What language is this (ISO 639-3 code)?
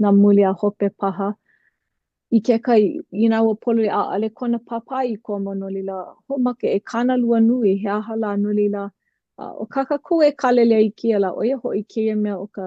haw